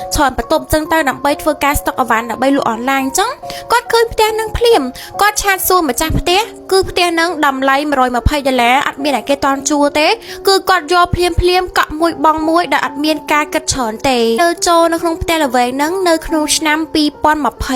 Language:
Khmer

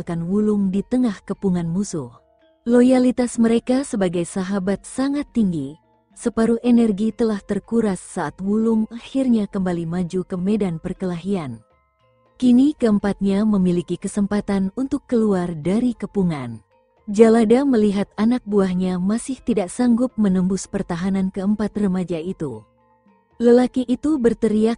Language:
Indonesian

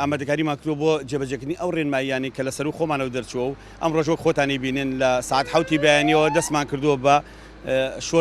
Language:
Central Kurdish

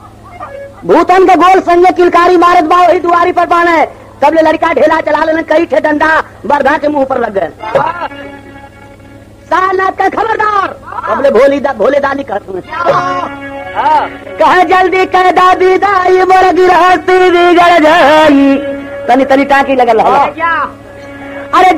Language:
Bhojpuri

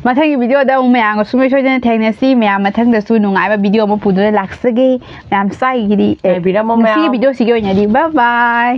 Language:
Manipuri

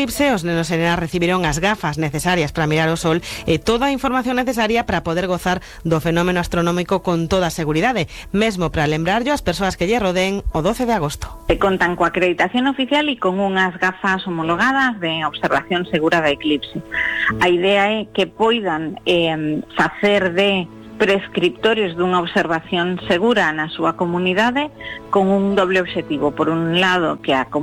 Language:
Galician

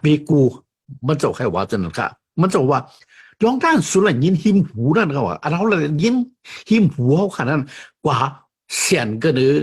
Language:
Shan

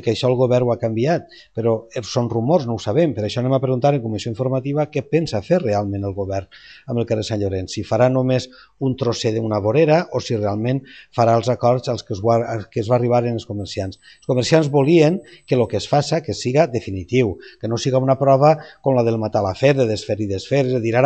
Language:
Catalan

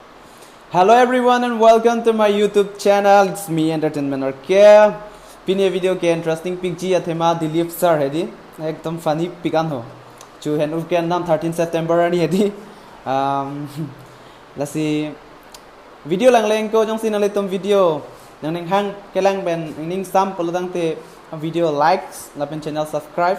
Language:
Karbi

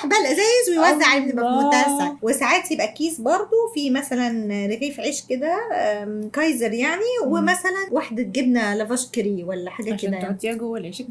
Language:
Egyptian Arabic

